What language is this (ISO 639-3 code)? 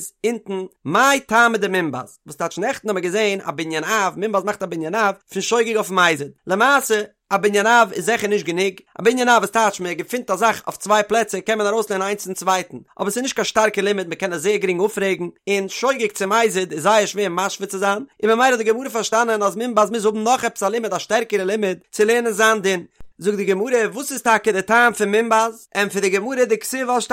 yid